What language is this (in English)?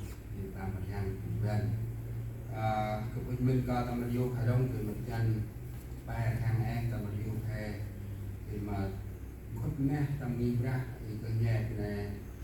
Central Mnong